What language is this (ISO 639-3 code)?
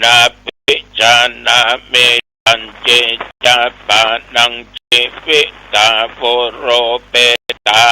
pli